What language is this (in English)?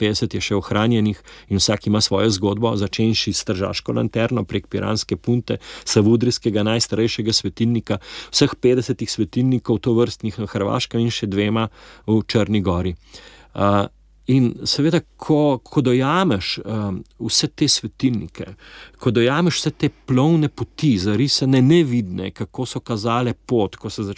Slovenian